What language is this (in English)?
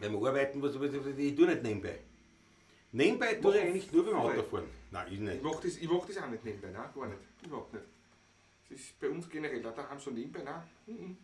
Bavarian